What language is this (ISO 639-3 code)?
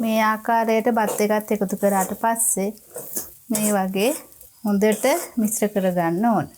sin